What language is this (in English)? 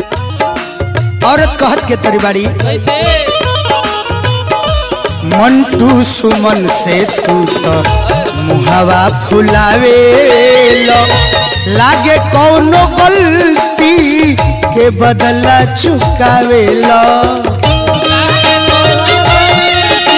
Bhojpuri